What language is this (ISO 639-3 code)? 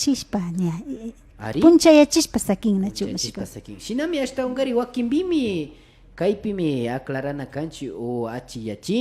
qvi